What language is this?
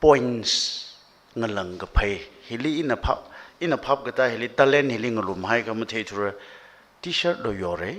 Tangkhul Naga (India)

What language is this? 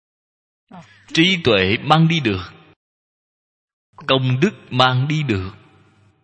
Vietnamese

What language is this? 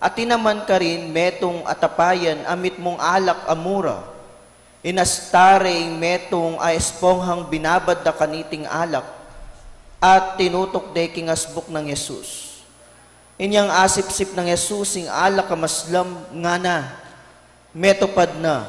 Pampanga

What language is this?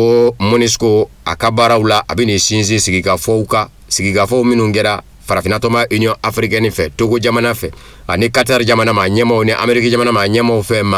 Bambara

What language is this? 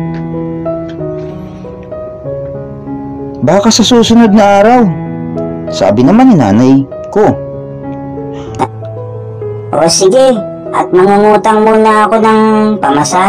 Filipino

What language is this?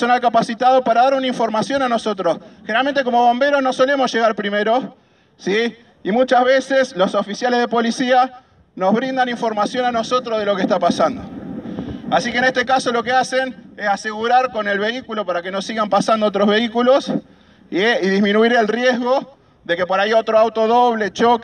Spanish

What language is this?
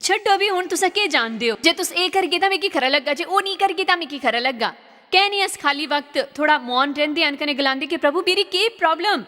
Dogri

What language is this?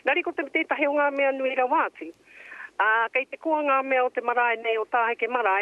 Māori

